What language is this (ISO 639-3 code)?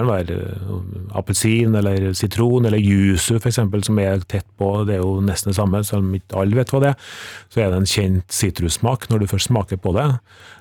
nor